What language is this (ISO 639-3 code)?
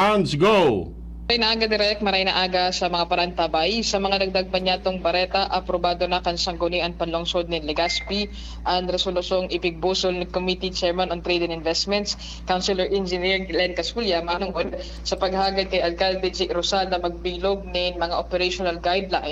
bik